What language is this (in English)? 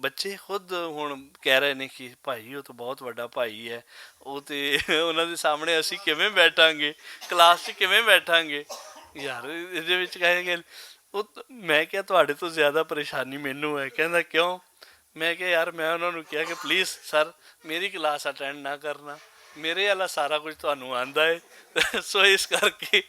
Western Panjabi